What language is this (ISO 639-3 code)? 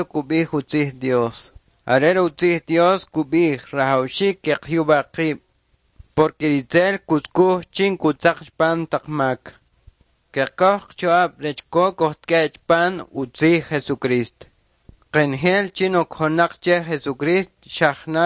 quc